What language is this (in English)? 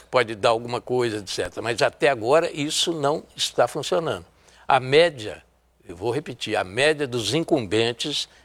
Portuguese